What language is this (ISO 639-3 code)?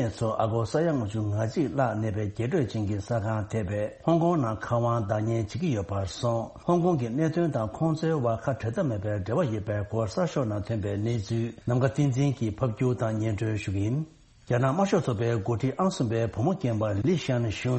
bod